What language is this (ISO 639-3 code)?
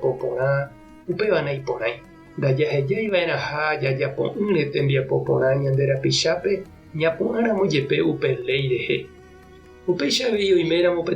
grn